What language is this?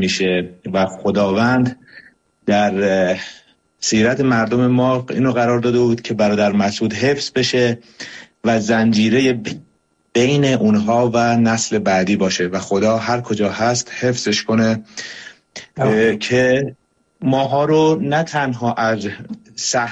Persian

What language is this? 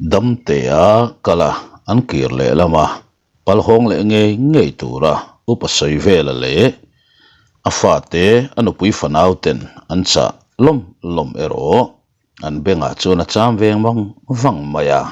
Mizo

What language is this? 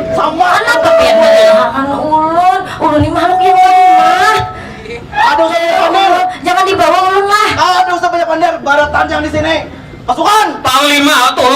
Banjar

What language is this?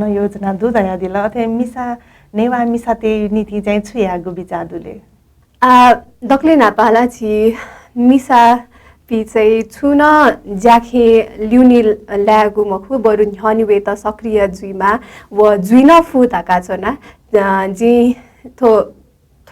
Newari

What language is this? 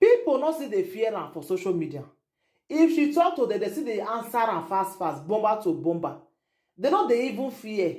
Nigerian Pidgin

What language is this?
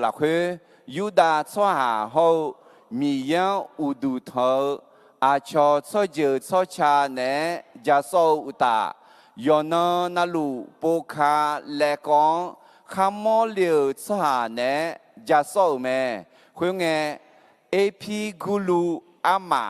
Akha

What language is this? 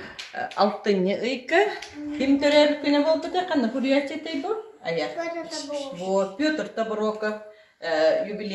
Yakut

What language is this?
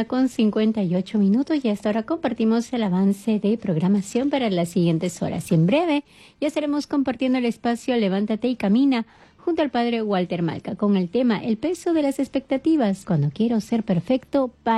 Spanish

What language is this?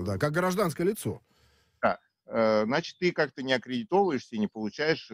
Russian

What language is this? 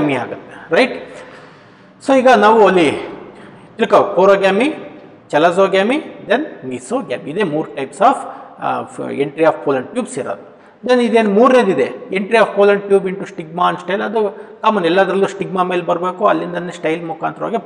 Kannada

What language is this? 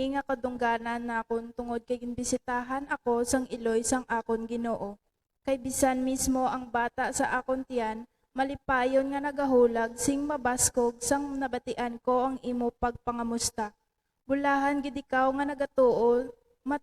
Hiligaynon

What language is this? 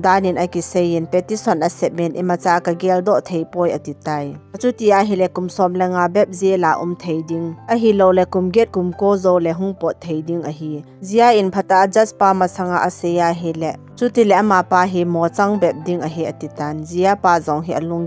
Thado Chin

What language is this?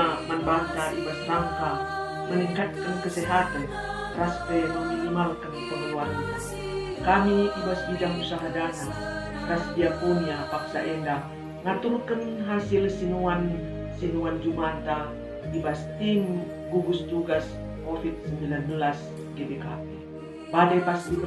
Batak Karo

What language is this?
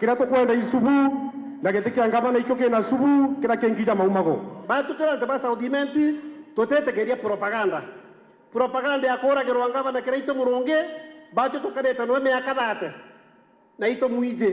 Meru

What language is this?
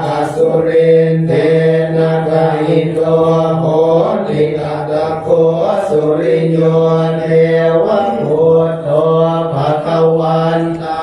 Pali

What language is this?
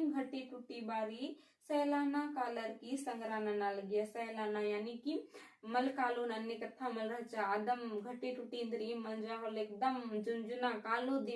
Kurukh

